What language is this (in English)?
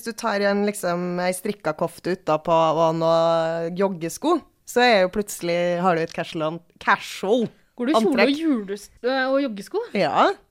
Norwegian